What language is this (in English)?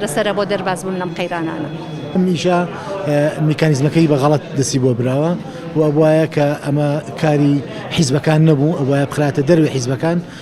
Central Kurdish